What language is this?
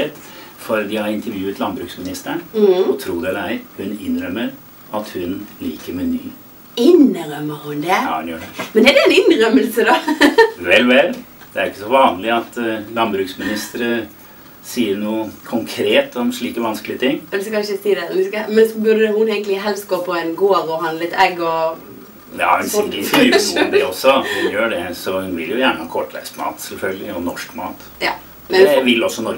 Norwegian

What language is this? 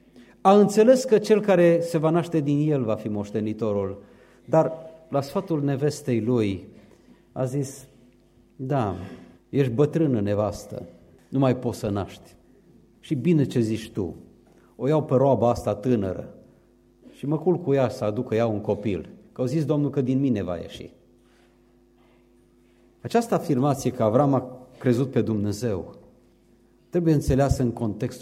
Romanian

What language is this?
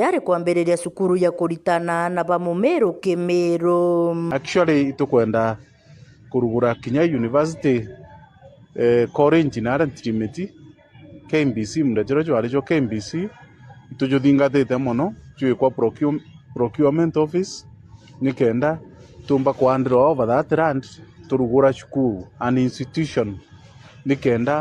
Meru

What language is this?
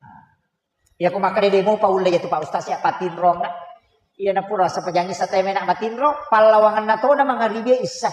Buginese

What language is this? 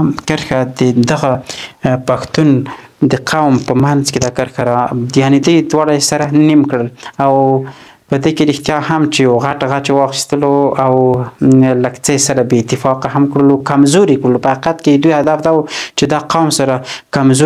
Pashto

